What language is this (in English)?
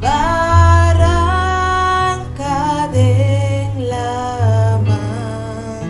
Papiamento